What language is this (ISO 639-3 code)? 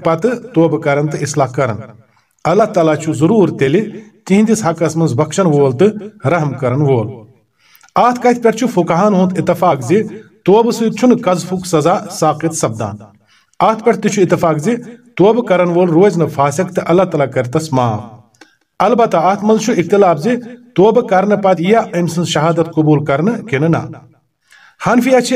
kas